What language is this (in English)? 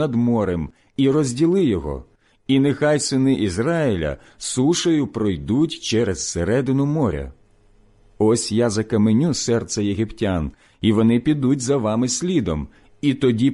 Ukrainian